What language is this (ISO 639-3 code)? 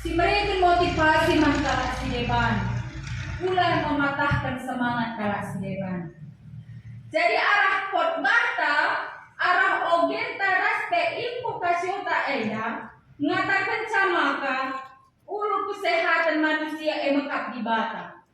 btx